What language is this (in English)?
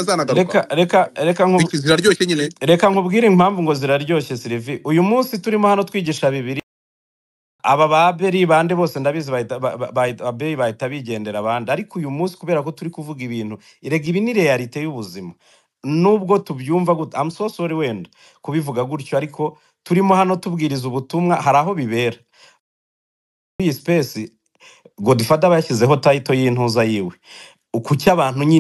Kinyarwanda